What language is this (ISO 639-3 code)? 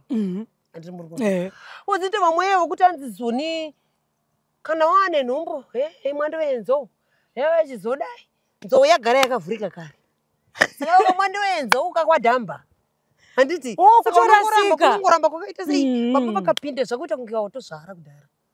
sna